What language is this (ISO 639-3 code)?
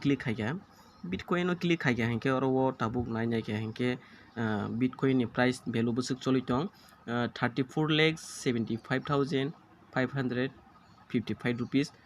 trp